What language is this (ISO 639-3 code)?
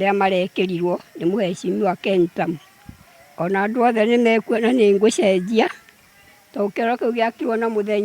kik